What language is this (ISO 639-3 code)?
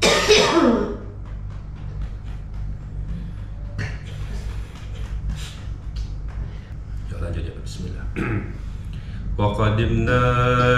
ind